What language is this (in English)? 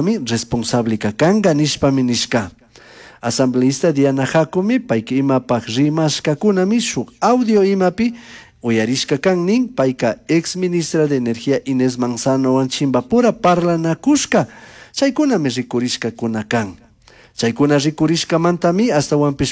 Chimborazo Highland Quichua